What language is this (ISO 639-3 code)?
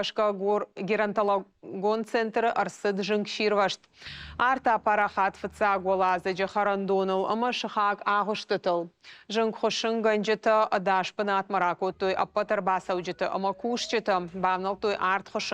oss